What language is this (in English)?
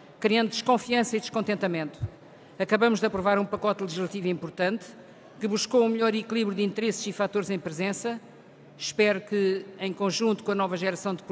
Portuguese